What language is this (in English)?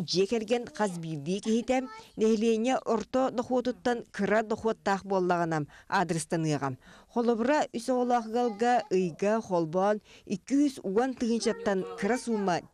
Yakut